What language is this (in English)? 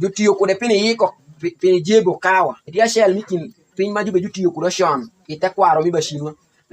Alur